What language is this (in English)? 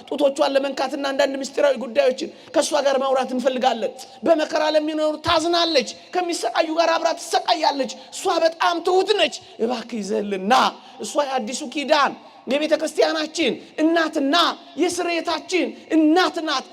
Amharic